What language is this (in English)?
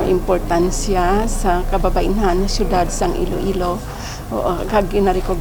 Hiligaynon